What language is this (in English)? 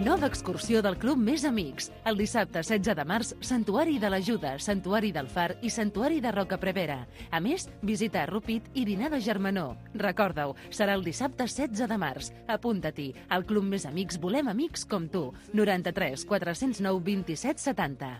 Catalan